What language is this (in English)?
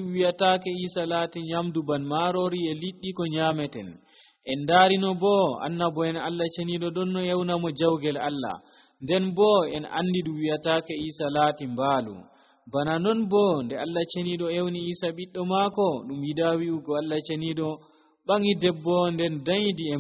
Nigerian Fulfulde